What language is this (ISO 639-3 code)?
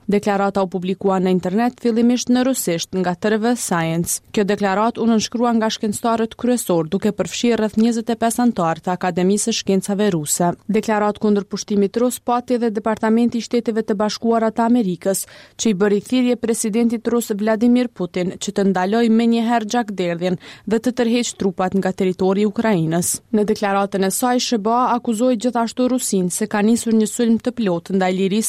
sqi